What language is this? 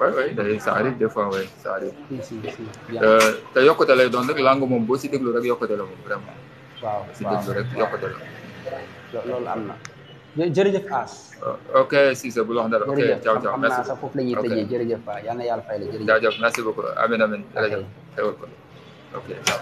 Wolof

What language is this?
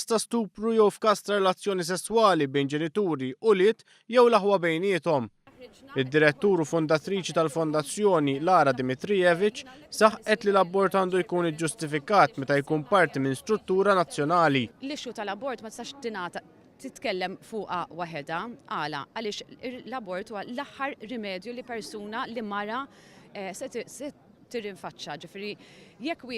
Maltese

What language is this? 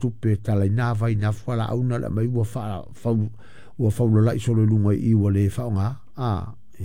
Samoan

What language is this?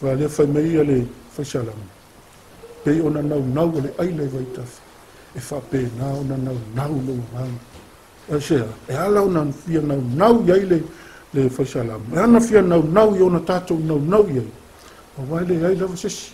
Samoan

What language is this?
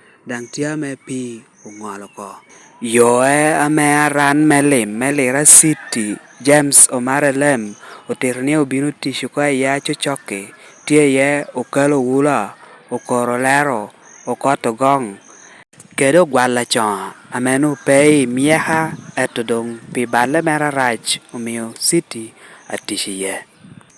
Lango (Uganda)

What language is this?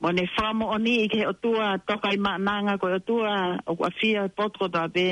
Tongan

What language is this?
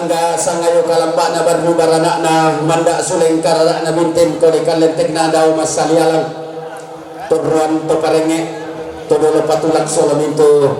Toraja-Sa'dan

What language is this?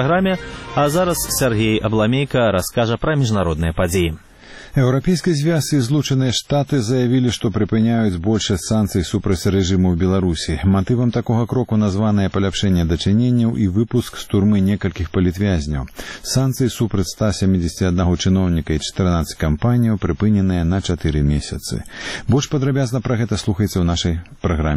Belarusian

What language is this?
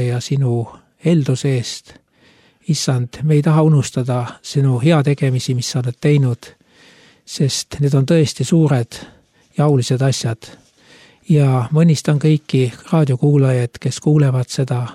Estonian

